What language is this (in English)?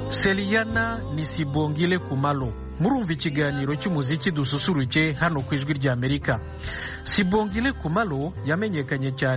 Kinyarwanda